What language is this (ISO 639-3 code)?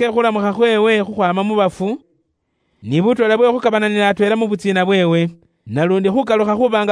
luy